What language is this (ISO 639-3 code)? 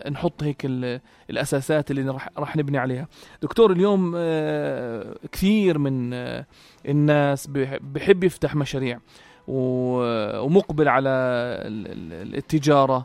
apc